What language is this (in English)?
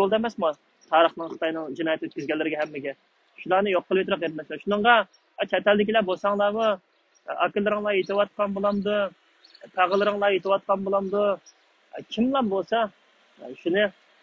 Uyghur